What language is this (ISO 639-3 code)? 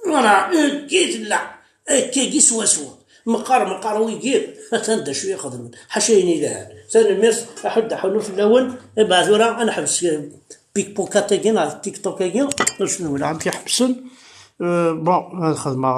kab